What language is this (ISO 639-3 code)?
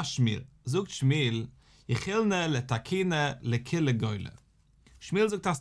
yid